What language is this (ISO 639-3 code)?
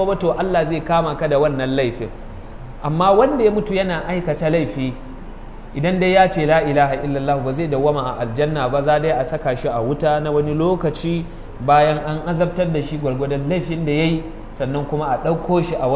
hau